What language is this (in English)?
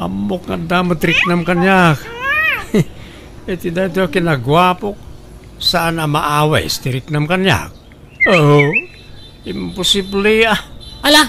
Iloko